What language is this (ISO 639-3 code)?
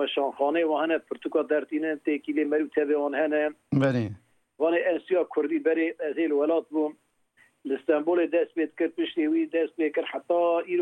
kur